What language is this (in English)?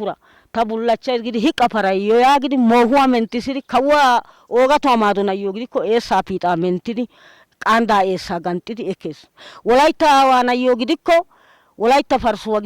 Wolaytta